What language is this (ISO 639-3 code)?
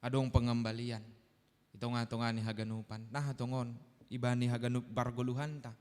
bts